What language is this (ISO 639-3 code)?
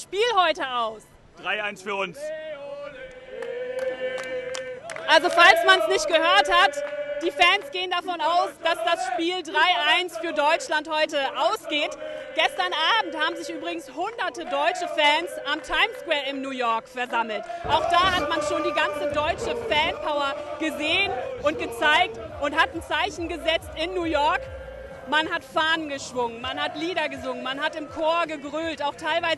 deu